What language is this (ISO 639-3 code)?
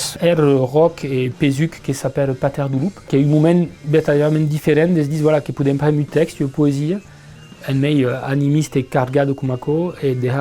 oci